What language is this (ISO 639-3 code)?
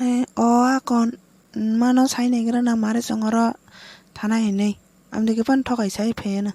trp